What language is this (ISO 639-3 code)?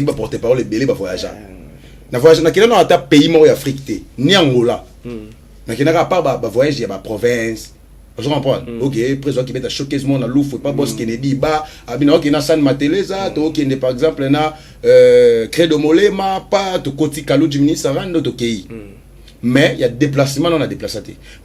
lin